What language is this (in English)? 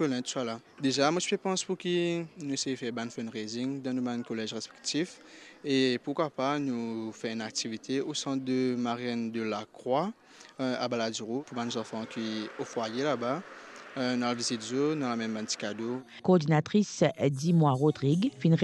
Morisyen